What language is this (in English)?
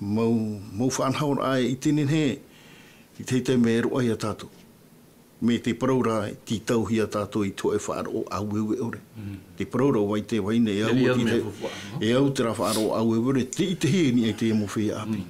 Tahitian